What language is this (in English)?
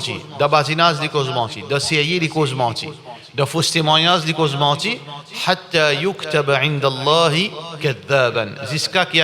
Morisyen